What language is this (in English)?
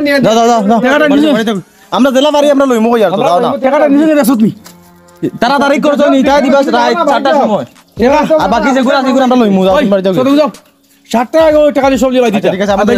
Sylheti